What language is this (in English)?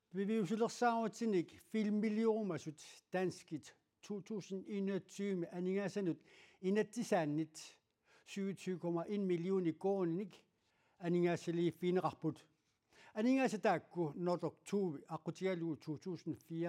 Kalaallisut